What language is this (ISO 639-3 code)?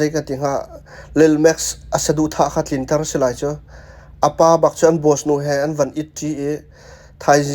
cnh